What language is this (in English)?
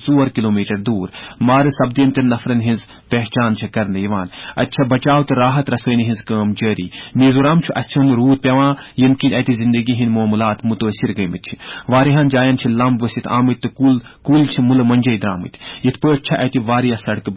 Kashmiri